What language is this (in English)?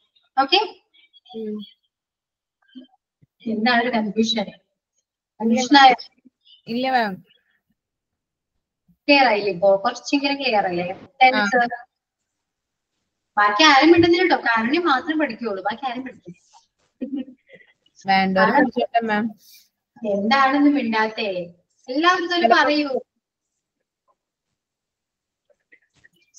Malayalam